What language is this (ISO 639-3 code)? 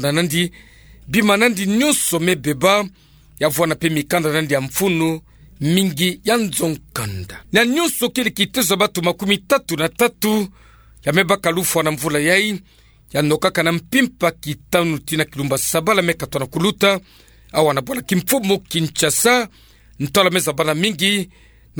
ktu